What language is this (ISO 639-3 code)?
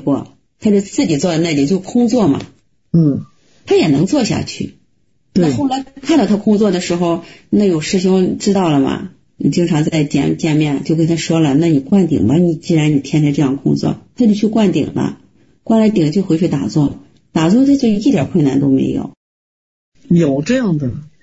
zho